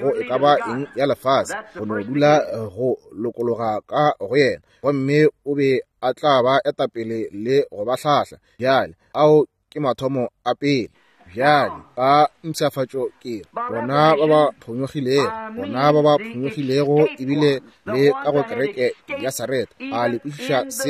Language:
Northern Sotho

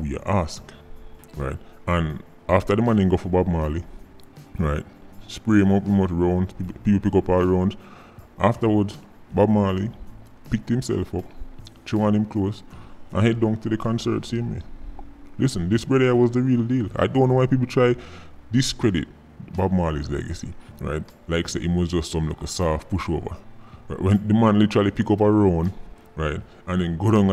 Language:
Jamaican Creole English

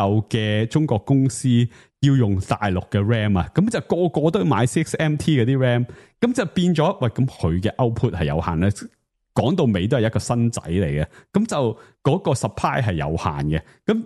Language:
Cantonese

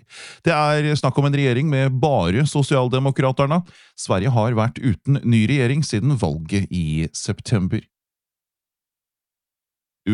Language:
Norwegian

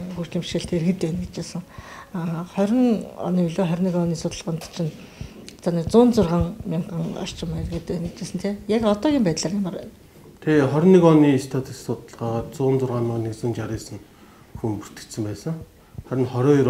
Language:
Mongolian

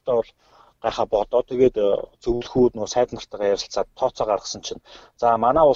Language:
Mongolian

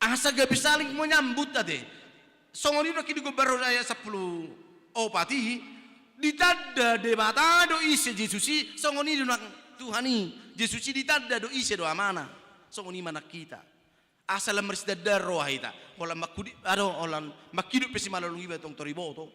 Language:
Batak Toba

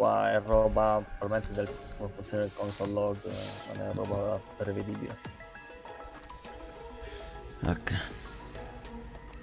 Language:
Italian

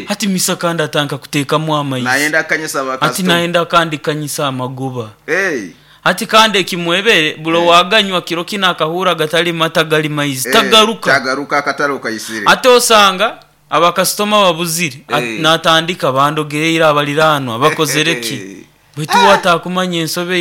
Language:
Nyoro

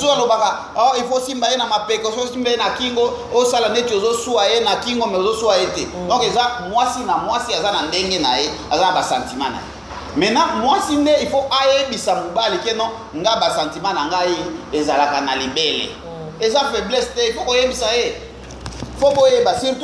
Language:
Lingala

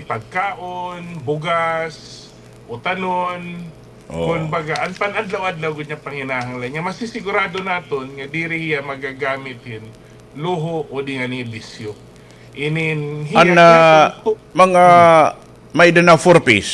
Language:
Waray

